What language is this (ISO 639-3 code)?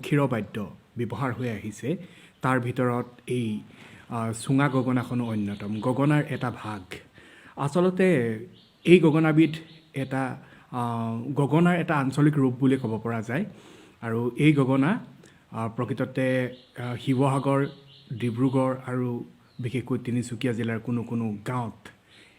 asm